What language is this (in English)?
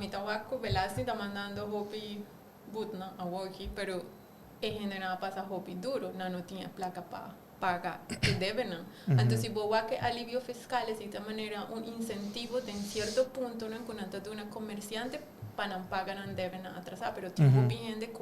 Papiamento